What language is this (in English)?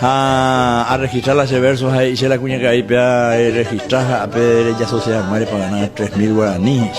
Guarani